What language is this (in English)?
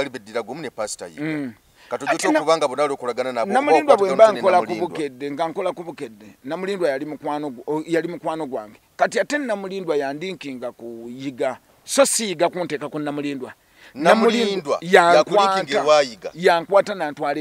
Ganda